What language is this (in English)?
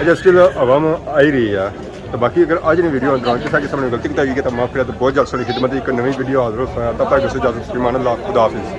Pahari-Potwari